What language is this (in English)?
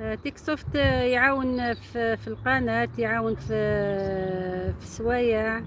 Algerian Arabic